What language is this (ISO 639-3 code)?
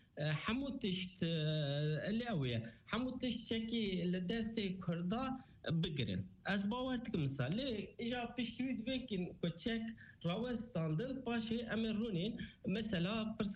kur